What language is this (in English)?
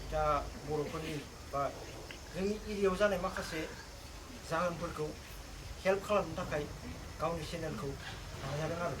Bodo